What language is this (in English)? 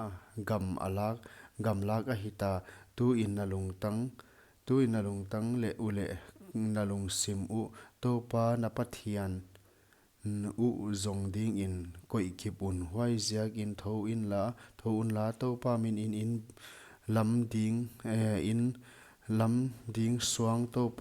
Paite Chin